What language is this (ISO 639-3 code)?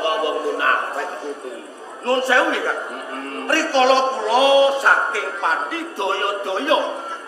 jav